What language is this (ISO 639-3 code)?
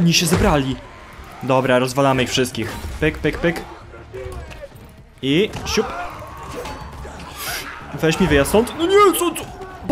pol